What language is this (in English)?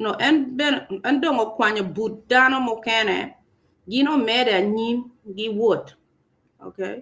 Acoli